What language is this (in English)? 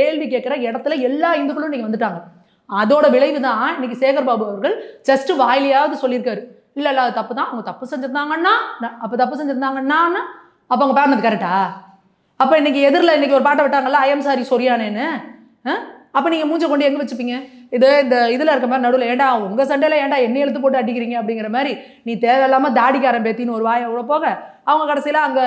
Tamil